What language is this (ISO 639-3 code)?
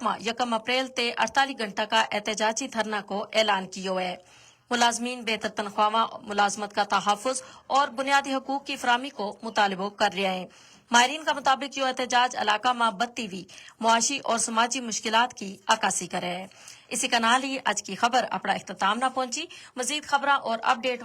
gju